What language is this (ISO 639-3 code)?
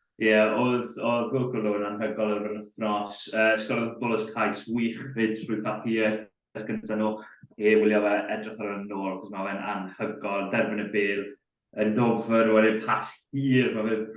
cym